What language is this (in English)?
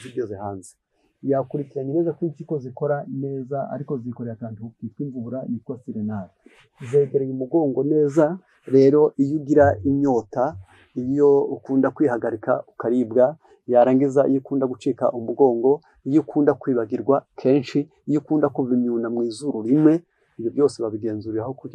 Kinyarwanda